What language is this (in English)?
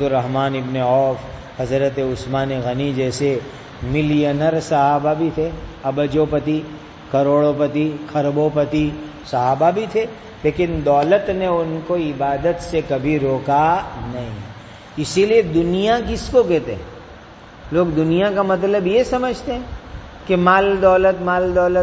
Urdu